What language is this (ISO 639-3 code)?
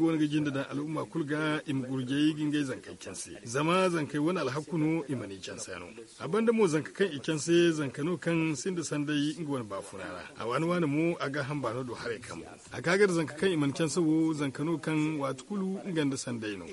dje